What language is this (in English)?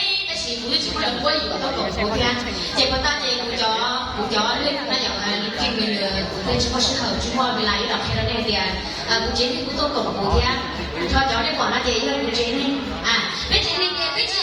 Hmong